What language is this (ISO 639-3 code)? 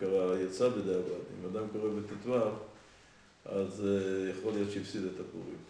heb